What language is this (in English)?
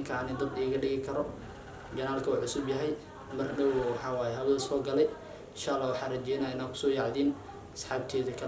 Somali